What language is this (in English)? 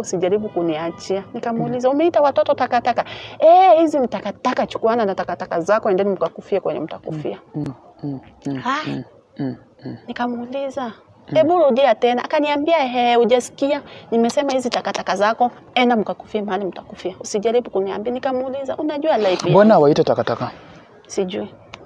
Swahili